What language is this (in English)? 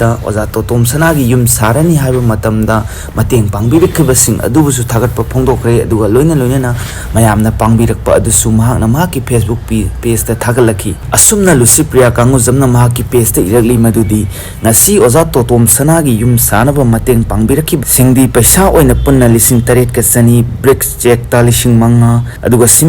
Manipuri